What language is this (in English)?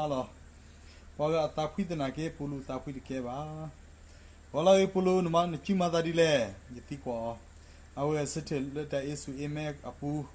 S'gaw Karen